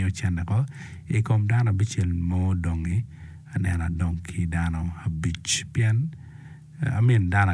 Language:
Acoli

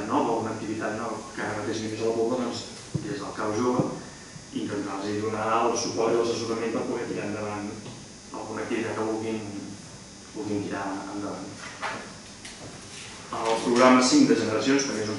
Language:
Catalan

